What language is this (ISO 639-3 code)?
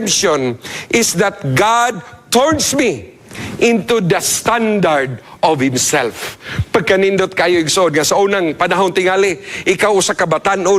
ceb